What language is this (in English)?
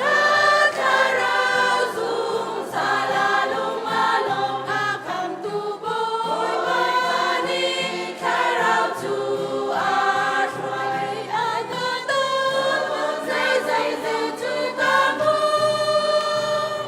Hakha Chin